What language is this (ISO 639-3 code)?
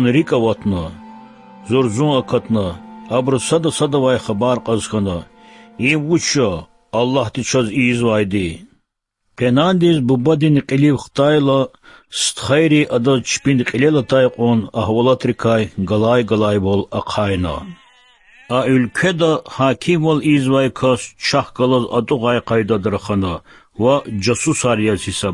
lez